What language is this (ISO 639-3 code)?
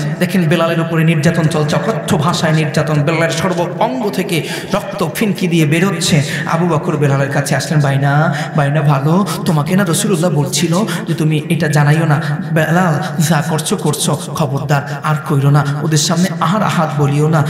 ben